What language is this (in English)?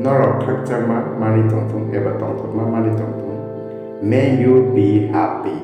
Kok Borok